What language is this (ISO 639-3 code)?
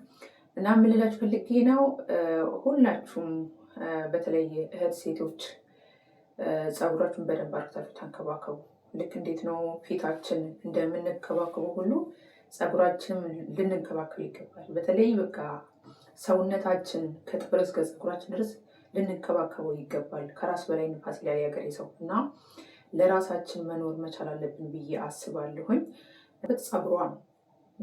amh